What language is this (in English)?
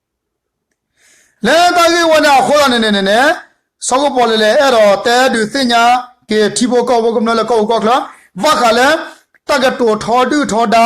S'gaw Karen